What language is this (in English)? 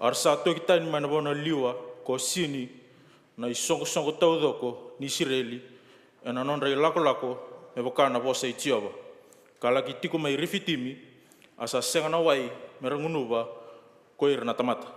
Fijian